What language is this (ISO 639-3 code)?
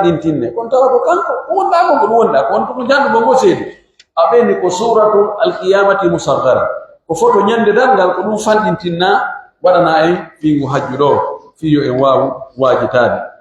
fuf